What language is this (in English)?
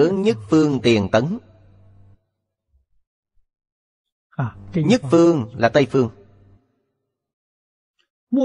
Vietnamese